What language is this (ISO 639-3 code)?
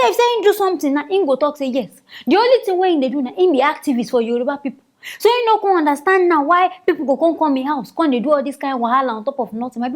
pcm